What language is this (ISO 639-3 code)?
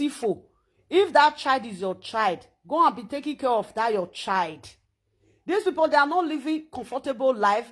pcm